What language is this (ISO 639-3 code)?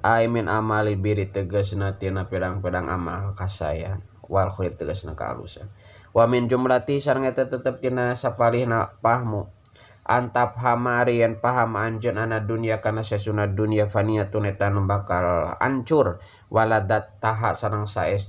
sun